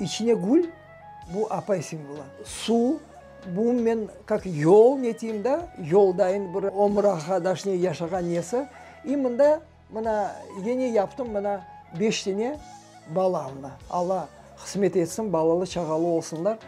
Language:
Crimean Tatar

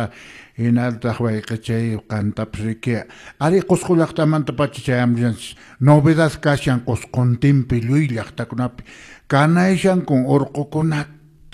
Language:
Quechua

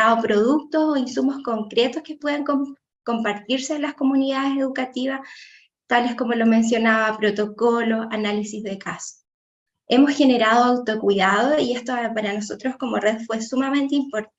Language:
Spanish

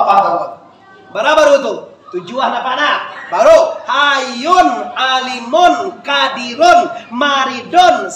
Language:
Minangkabau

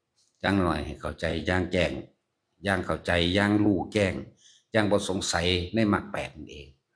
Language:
Northeastern Thai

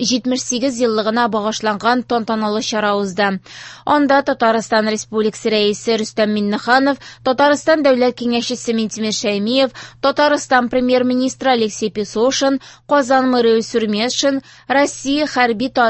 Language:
Tatar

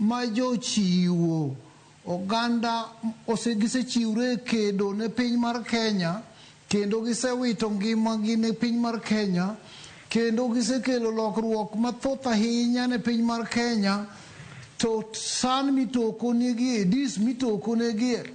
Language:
Luo (Kenya and Tanzania)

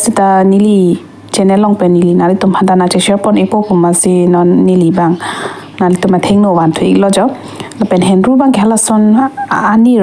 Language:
Karbi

